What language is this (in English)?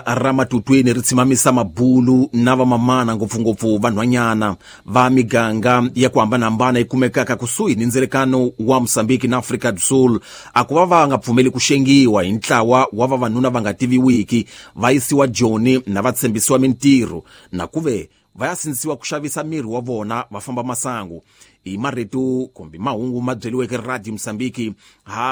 Tsonga